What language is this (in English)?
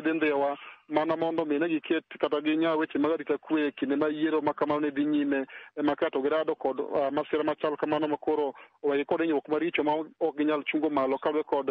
Luo (Kenya and Tanzania)